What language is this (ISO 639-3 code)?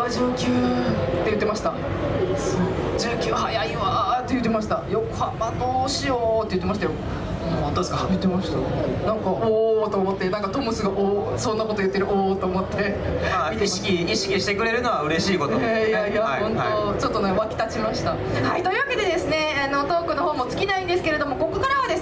jpn